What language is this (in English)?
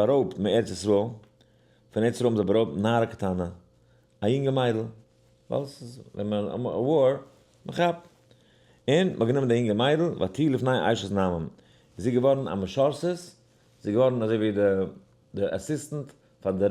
Yiddish